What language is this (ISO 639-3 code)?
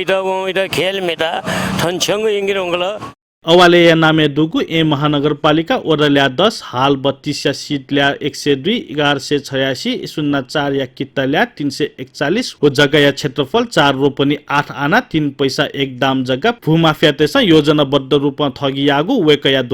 new